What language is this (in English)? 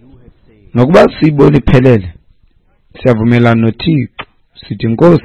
Xhosa